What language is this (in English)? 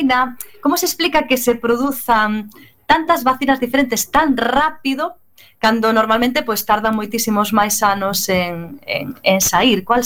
Galician